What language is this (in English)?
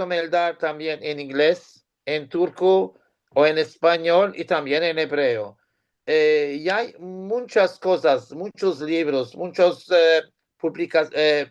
Ladino